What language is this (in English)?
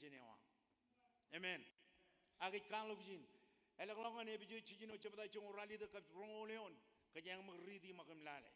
Marshallese